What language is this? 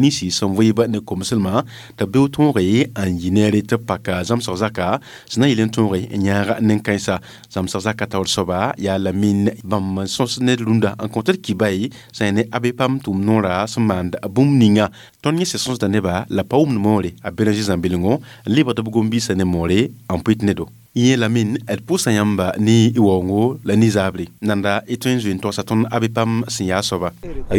Mossi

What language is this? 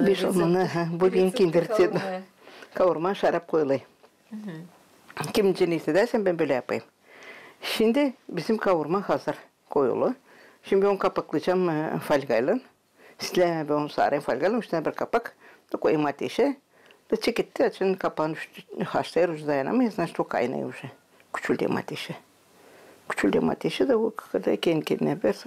Gagauz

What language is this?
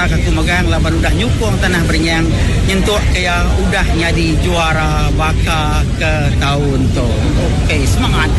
Iban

